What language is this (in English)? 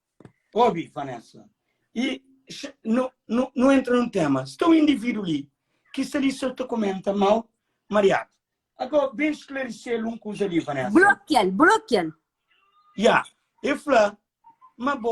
Kabuverdianu